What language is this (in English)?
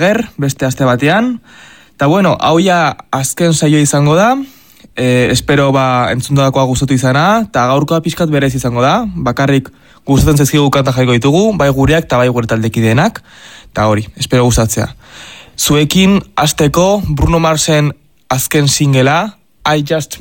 Basque